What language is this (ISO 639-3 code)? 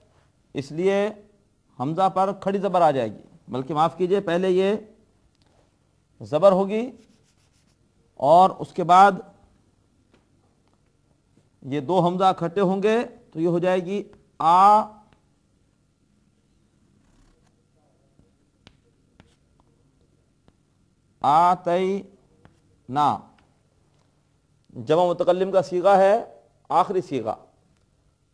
urd